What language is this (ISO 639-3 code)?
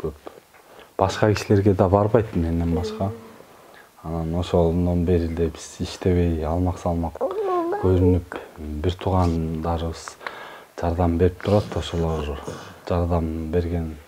kir